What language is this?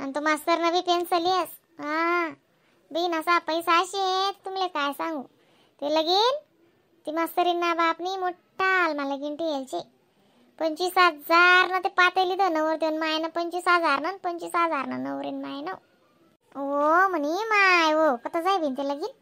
Khandesi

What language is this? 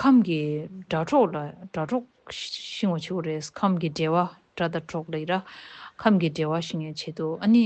Tibetan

